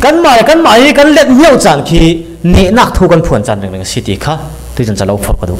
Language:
Falam Chin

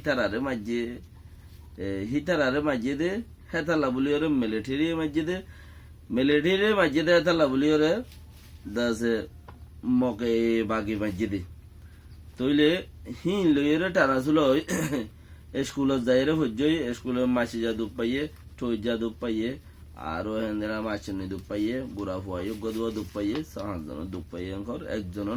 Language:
Rohingya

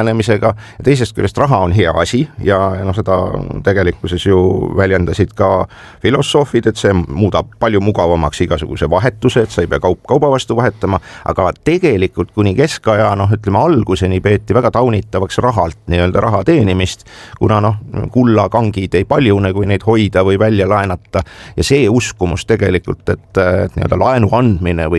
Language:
Estonian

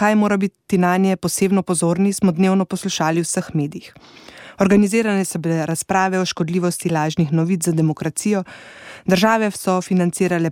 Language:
Slovenian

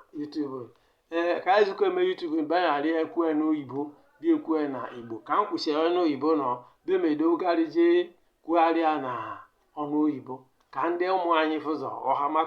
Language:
Igbo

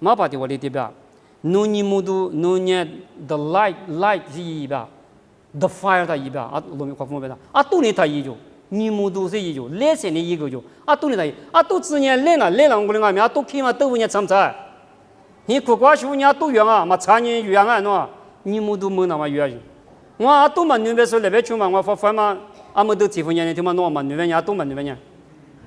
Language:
Lisu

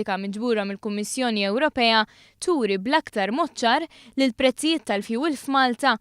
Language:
Maltese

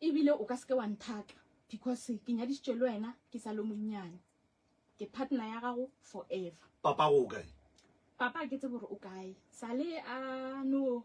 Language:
Northern Sotho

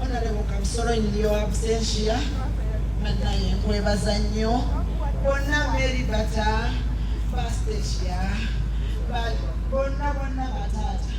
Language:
Ganda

